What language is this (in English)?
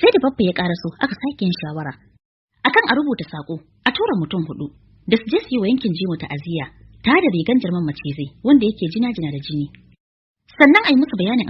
Hausa